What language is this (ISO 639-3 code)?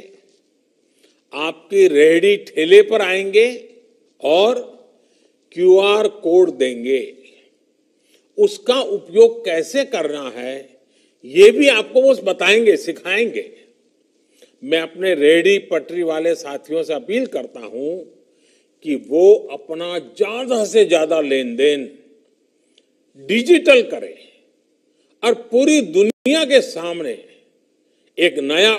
hin